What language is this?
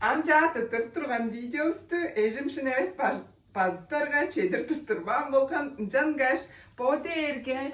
Tuvinian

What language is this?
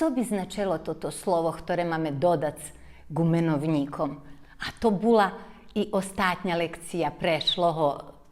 Rusyn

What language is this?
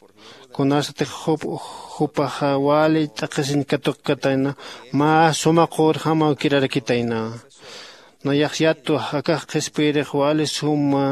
Aymara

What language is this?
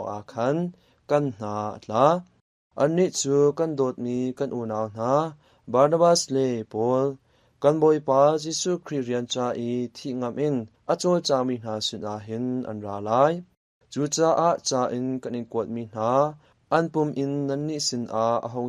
Hakha Chin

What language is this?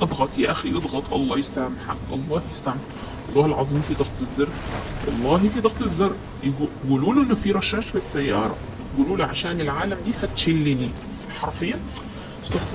Egyptian Arabic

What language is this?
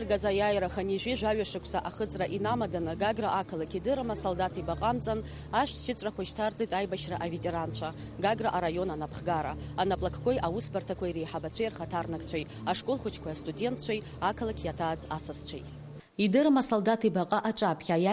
Abkhazian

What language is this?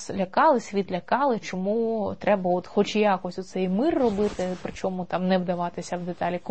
Ukrainian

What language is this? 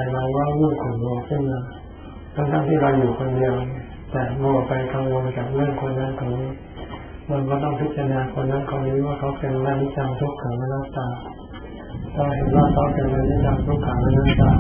Thai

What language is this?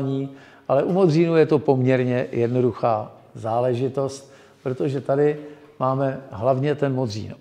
Czech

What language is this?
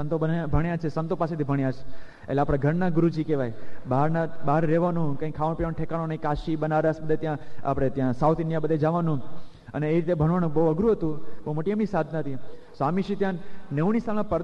Gujarati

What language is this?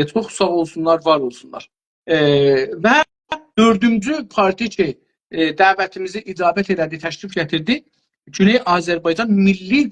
South Azerbaijani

